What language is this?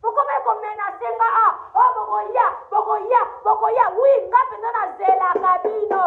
Lingala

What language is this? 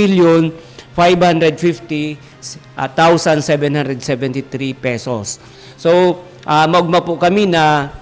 Bikol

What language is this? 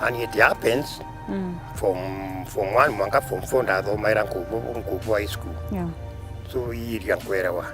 Meru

